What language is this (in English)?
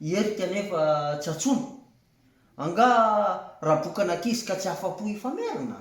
Malagasy